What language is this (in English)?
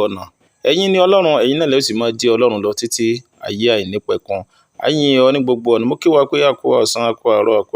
Yoruba